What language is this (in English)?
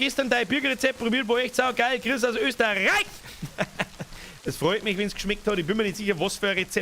Bavarian